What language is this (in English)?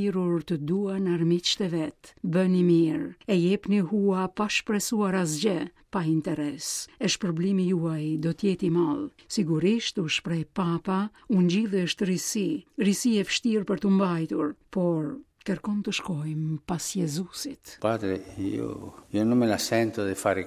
Albanian